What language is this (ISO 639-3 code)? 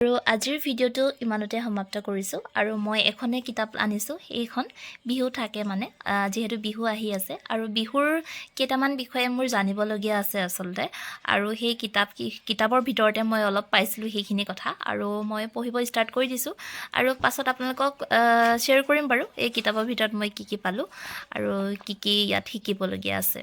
asm